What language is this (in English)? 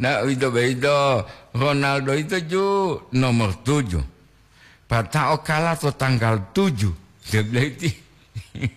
Gorontalo